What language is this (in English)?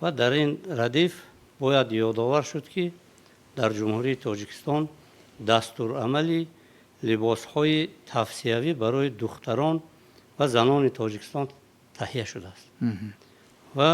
Tajik